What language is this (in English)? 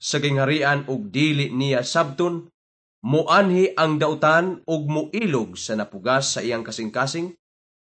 Cebuano